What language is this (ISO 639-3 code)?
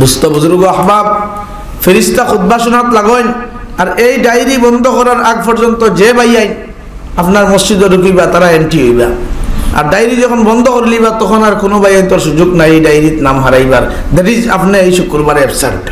syl